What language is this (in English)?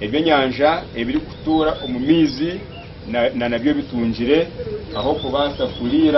Nyankole